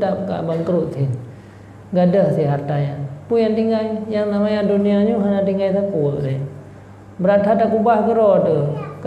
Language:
Achinese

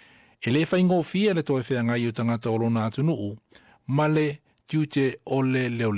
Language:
Samoan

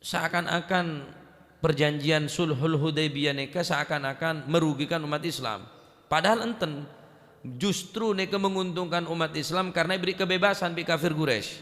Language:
Madurese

